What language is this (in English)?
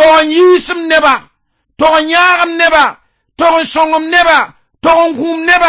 Mossi